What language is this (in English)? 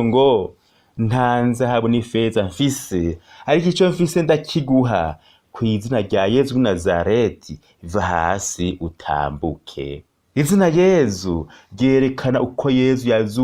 Rundi